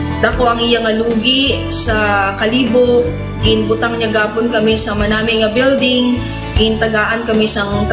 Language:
Hiligaynon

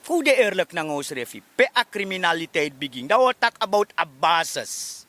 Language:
Sranan Tongo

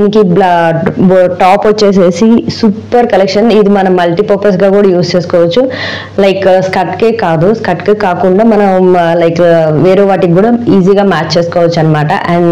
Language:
Telugu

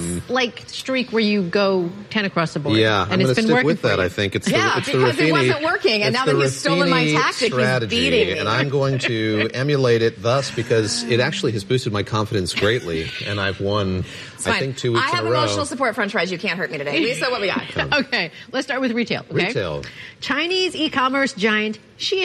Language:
English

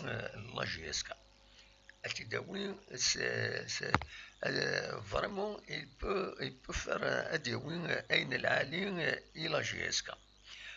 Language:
Kabyle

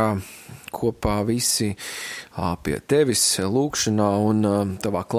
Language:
Latvian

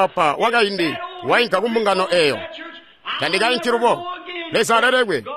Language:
Tonga (Zambia)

